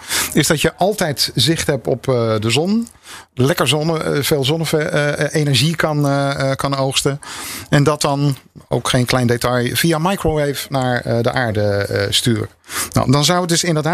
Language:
Dutch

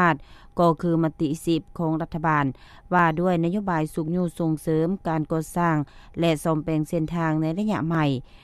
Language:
Lao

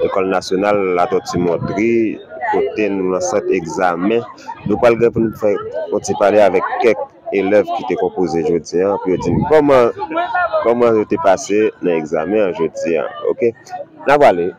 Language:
Haitian Creole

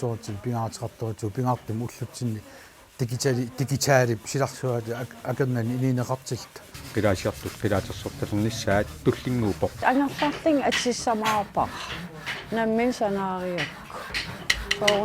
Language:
Kalaallisut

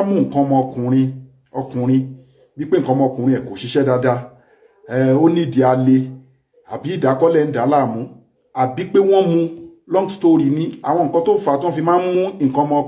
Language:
Yoruba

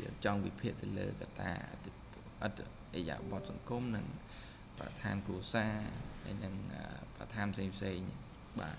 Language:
Khmer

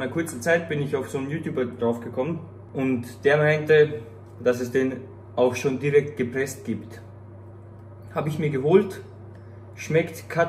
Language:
German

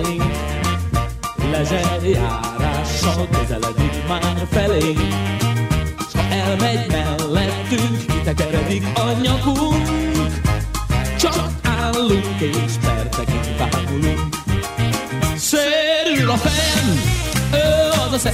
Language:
Hungarian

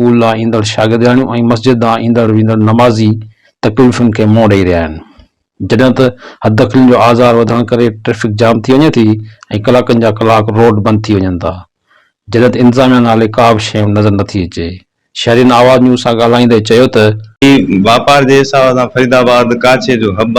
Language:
Sindhi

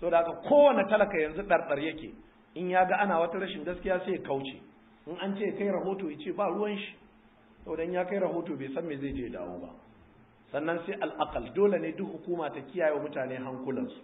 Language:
Hausa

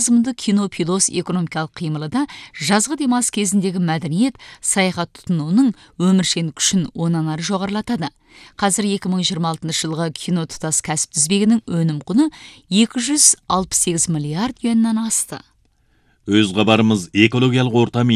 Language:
Kazakh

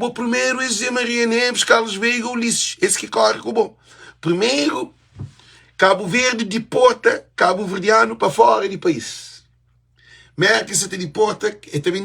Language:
Kabuverdianu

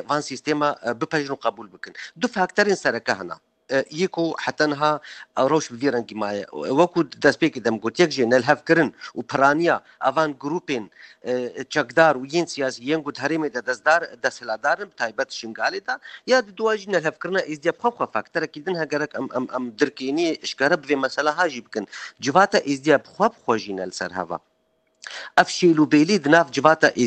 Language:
Kurdish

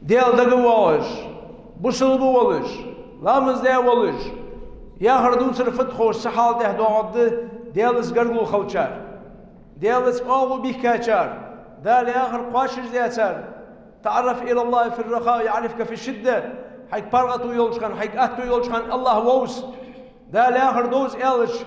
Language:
Ingush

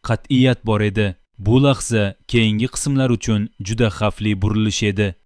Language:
Uzbek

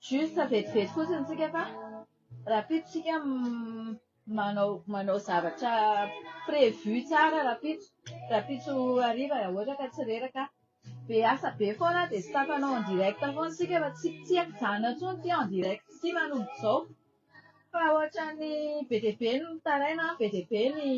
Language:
Malagasy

